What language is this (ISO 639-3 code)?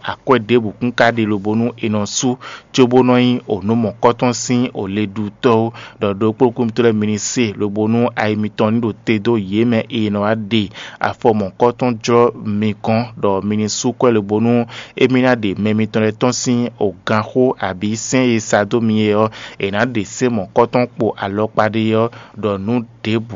fon